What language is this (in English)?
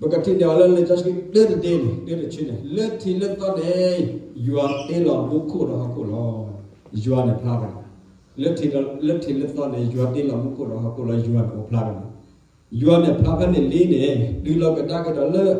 S'gaw Karen